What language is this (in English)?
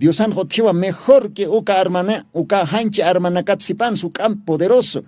Aymara